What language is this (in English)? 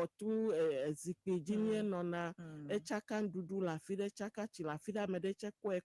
Ewe